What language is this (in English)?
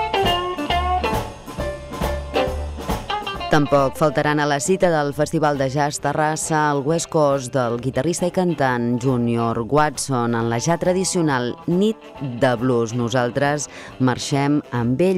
Catalan